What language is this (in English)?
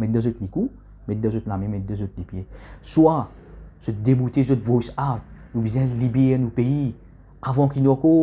Morisyen